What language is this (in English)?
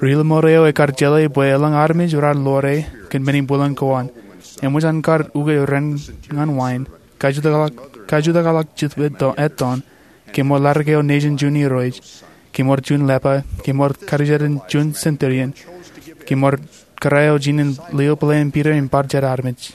Marshallese